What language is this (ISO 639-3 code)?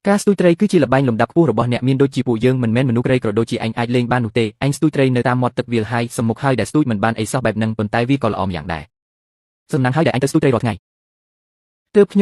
khm